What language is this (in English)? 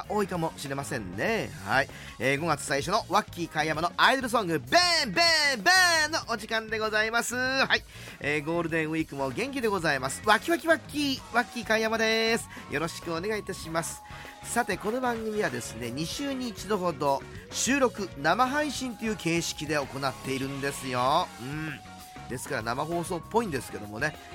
Japanese